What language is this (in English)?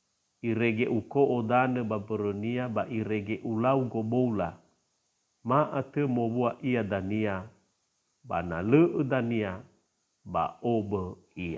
Nias